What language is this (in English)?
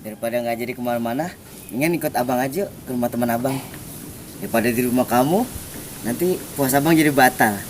Betawi